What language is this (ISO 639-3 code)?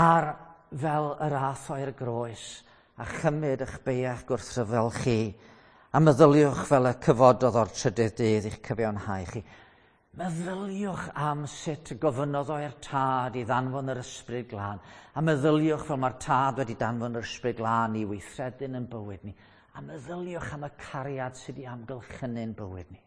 cym